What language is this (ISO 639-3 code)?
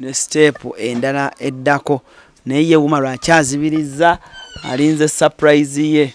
lug